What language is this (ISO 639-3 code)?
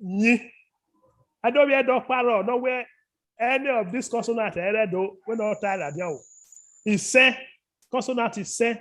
bin